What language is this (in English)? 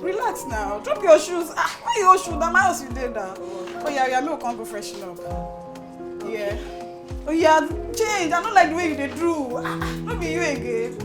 Nigerian Pidgin